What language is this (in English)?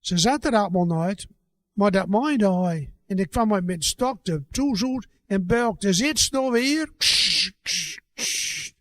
Gronings